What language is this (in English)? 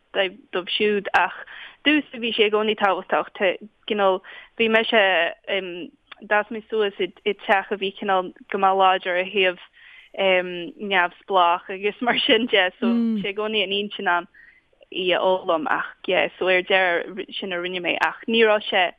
Irish